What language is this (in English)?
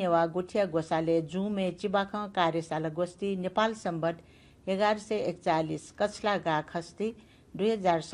Newari